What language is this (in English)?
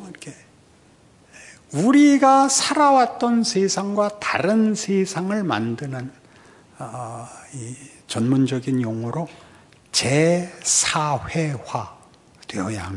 Korean